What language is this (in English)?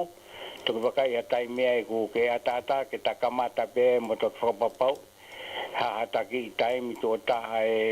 Tongan